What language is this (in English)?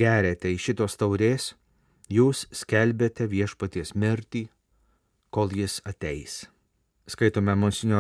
Lithuanian